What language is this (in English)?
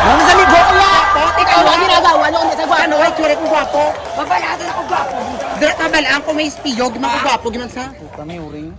Hiligaynon